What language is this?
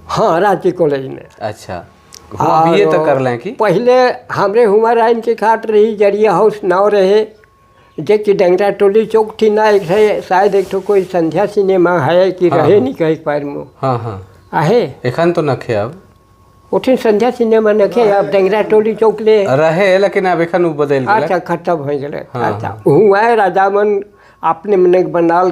Sadri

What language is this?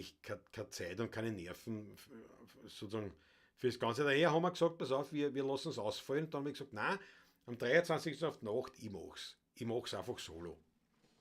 Bavarian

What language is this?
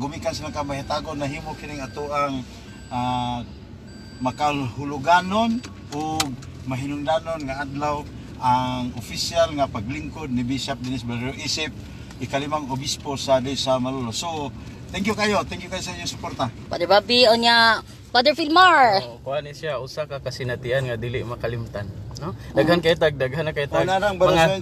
Cebuano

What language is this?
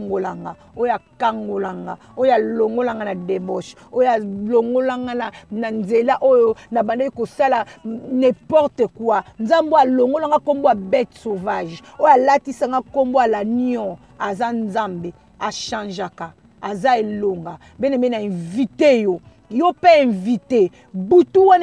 Lingala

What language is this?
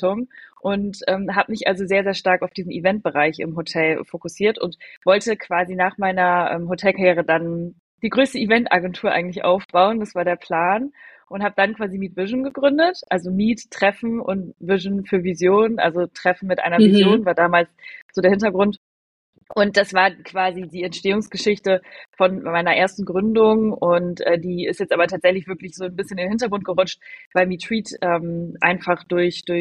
German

